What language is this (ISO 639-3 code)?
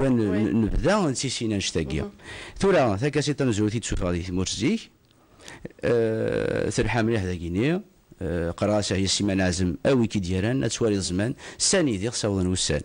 kab